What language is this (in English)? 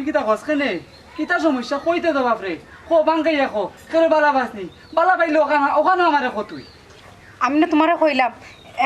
Sylheti